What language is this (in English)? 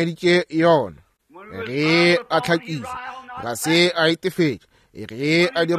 Northern Sotho